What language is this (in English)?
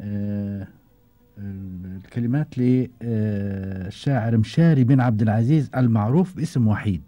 Gulf Arabic